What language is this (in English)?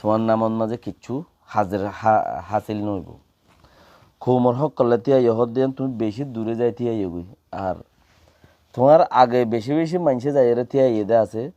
Rohingya